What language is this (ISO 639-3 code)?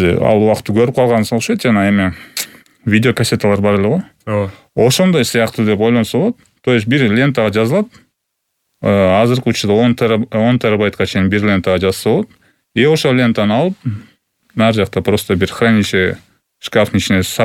kir